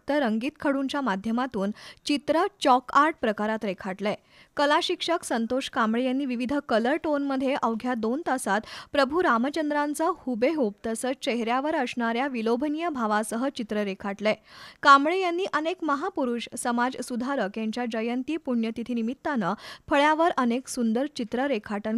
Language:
Marathi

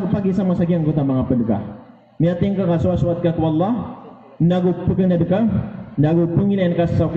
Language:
Maranao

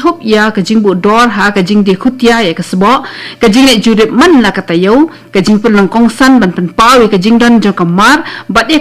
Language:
Khasi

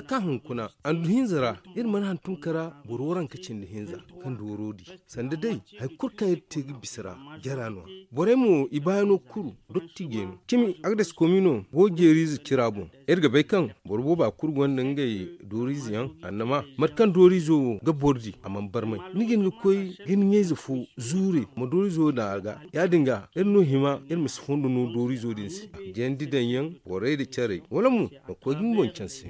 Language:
Zarma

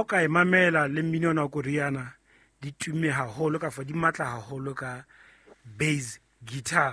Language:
Southern Sotho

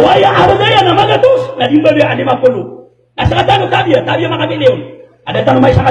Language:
Maranao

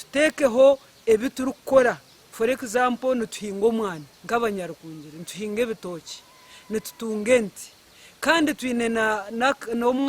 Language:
Nyankole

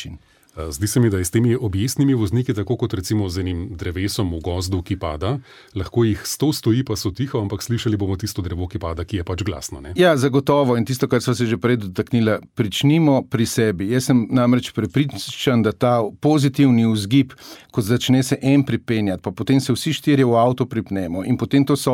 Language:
Slovenian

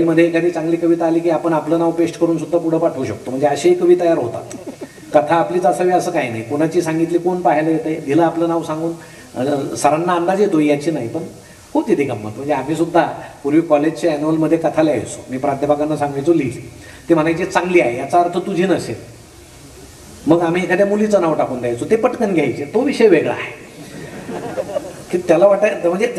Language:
Marathi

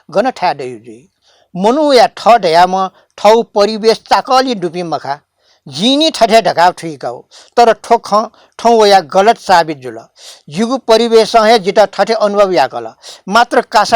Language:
Newari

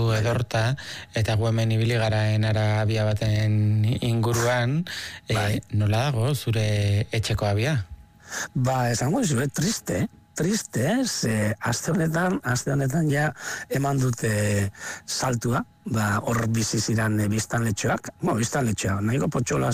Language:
Basque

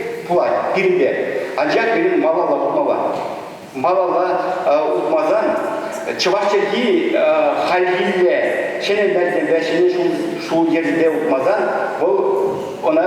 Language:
Chuvash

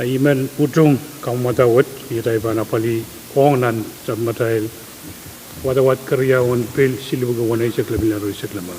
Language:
Pohnpeian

